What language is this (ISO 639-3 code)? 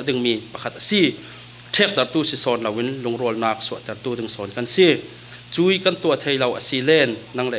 cfm